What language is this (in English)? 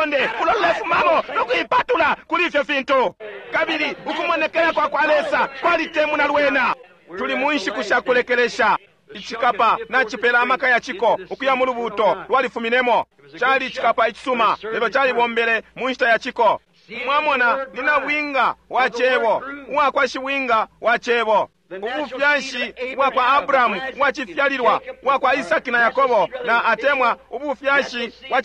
Bemba